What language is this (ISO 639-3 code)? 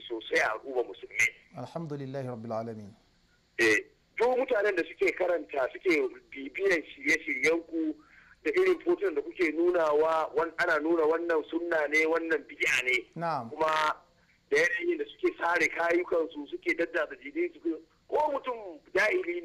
hau